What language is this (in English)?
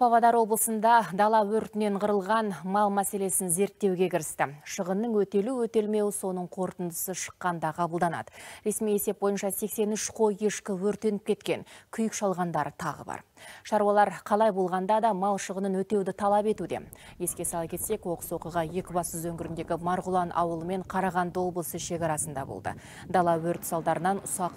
Kazakh